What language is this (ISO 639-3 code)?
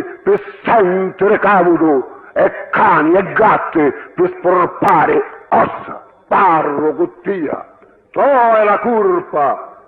scn